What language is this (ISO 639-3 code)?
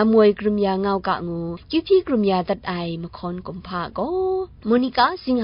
kac